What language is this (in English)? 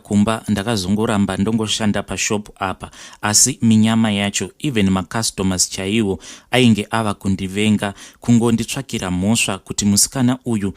Shona